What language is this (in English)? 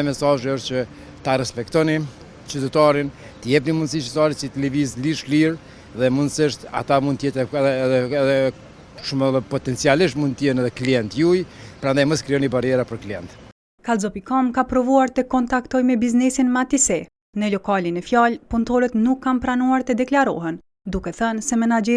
Albanian